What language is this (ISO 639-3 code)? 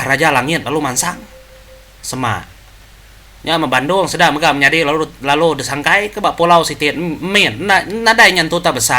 iba